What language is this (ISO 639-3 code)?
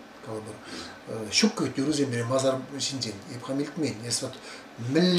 chv